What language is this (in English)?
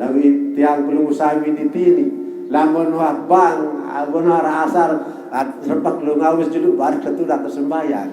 Sasak